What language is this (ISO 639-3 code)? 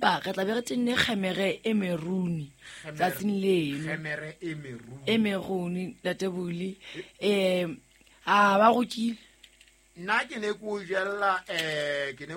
sot